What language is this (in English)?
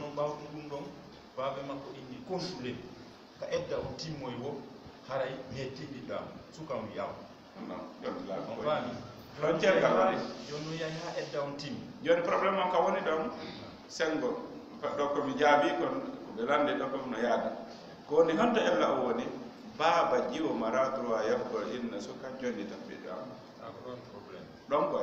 Fula